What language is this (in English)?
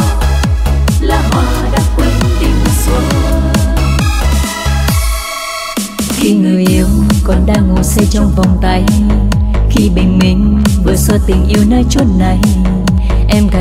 Vietnamese